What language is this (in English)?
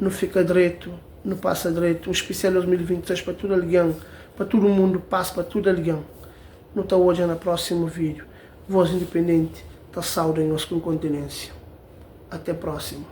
Kabuverdianu